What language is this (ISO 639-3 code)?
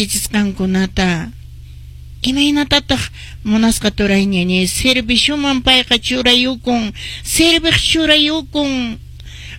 que